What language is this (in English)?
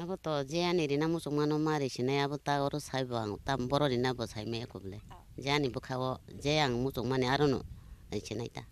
Kok Borok